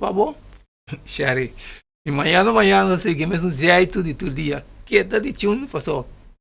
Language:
Papiamento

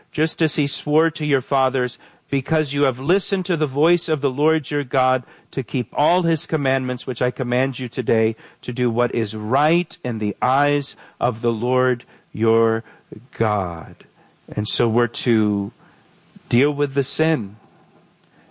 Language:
English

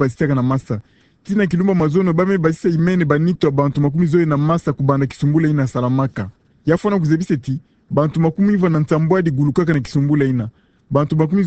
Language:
Kituba (Democratic Republic of Congo)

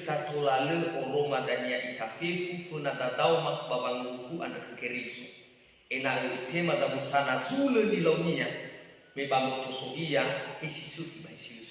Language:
Nias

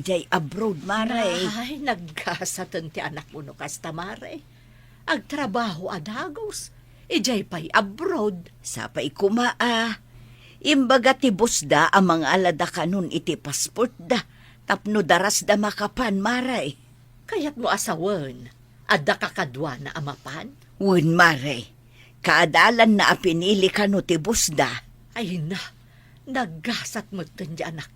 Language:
Iloko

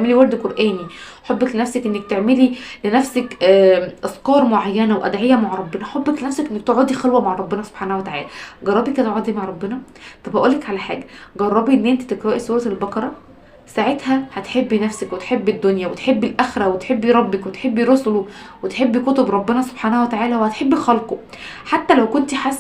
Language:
Egyptian Arabic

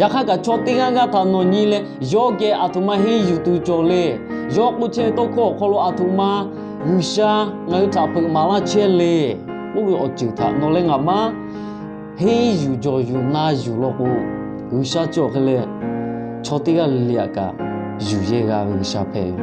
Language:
Lahu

